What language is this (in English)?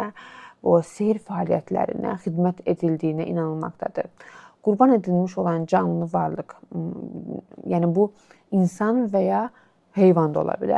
Azerbaijani